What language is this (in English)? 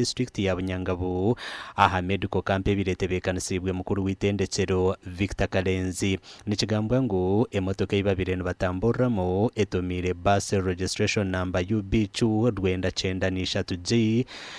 Nyankole